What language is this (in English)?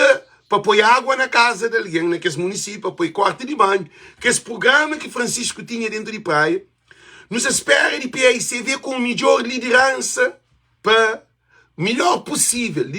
Kabuverdianu